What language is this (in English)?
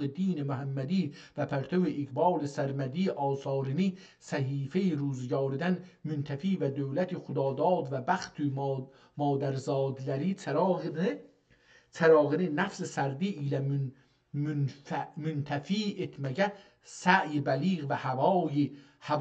South Azerbaijani